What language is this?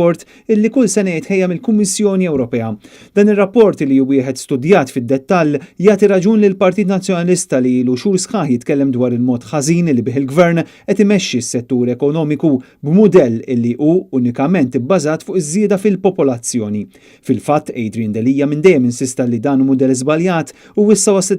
Maltese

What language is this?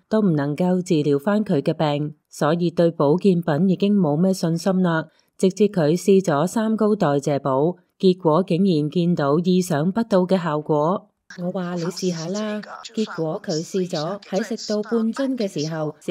Cantonese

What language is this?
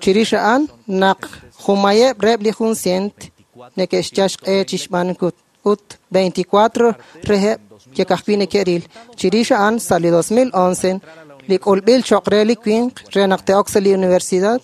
Kekchí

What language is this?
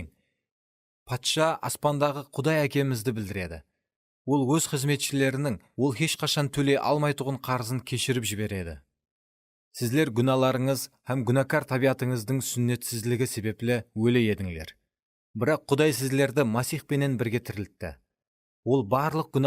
Kara-Kalpak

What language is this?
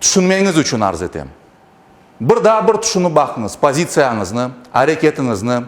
Crimean Tatar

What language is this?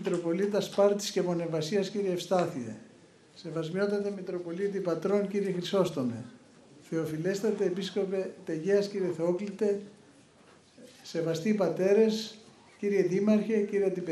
Greek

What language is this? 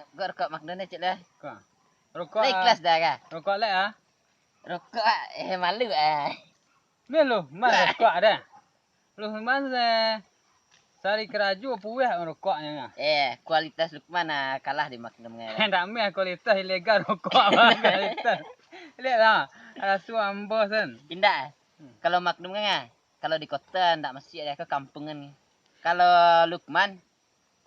Minangkabau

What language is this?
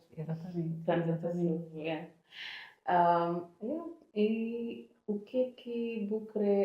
Kabuverdianu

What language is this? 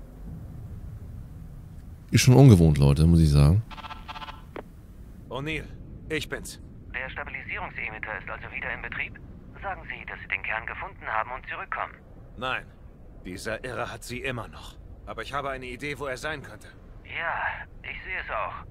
German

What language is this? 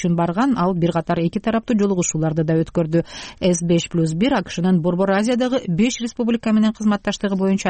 Kyrgyz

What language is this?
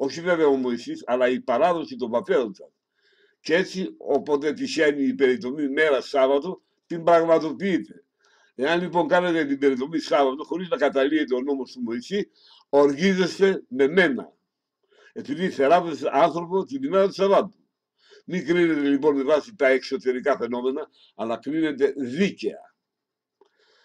Greek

